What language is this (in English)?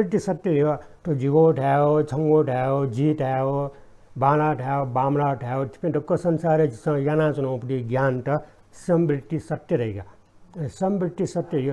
Newari